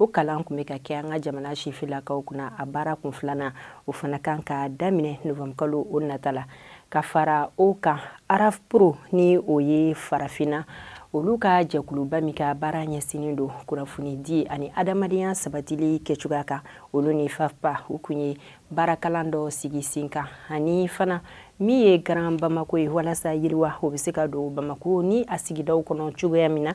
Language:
Bambara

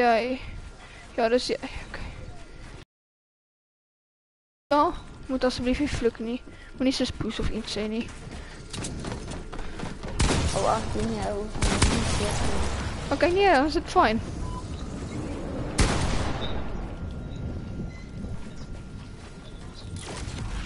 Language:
Afrikaans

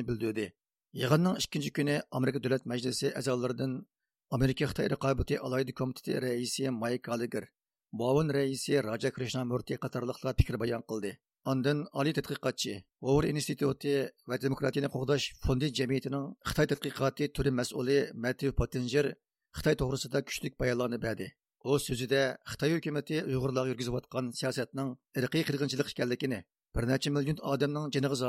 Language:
Uyghur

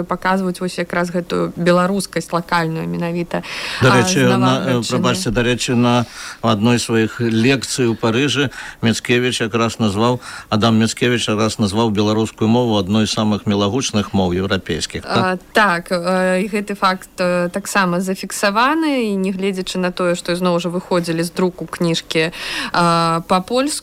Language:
Belarusian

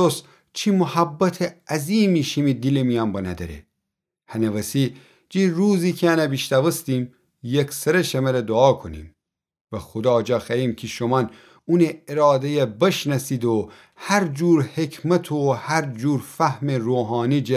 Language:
Gilaki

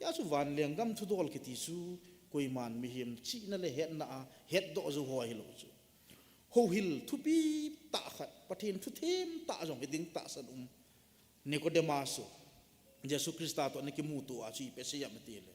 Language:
Thado Chin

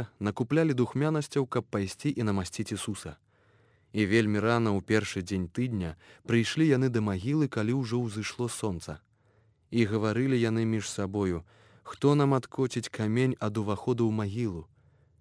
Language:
Belarusian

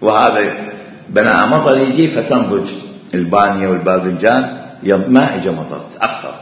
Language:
Mesopotamian Arabic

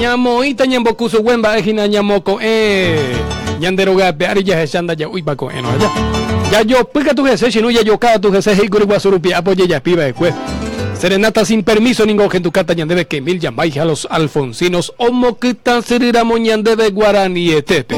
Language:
Guarani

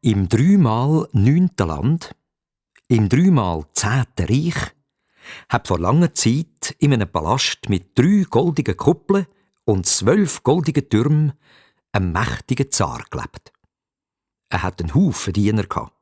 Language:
Swiss German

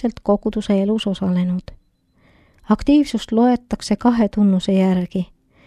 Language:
Estonian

